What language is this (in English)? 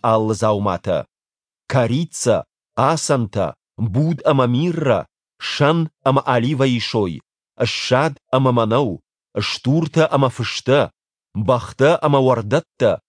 Ossetic